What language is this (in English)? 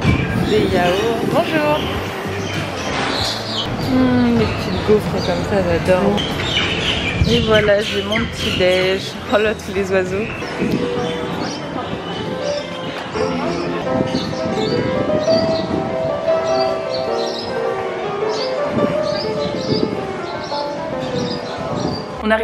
French